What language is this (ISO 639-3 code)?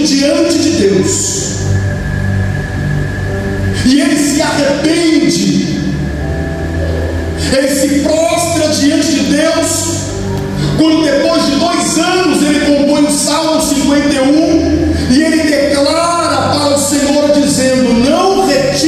por